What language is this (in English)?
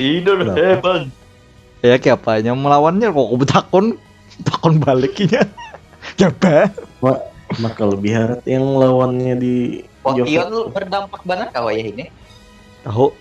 Banjar